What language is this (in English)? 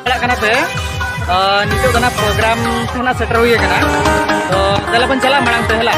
Santali